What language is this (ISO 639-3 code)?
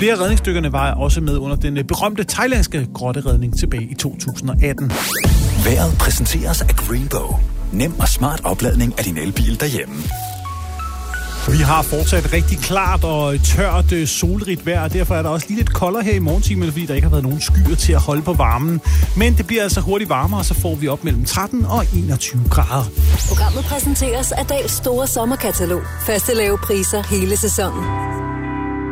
dan